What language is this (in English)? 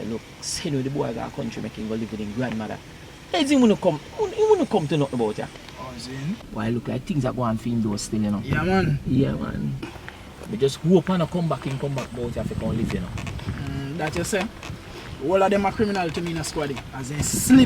Jamaican Creole English